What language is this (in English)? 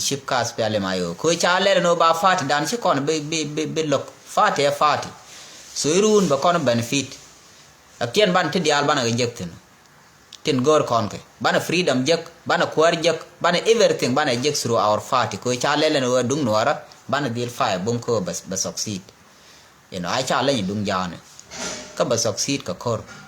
Nuer